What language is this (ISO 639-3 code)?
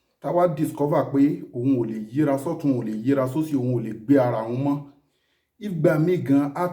yor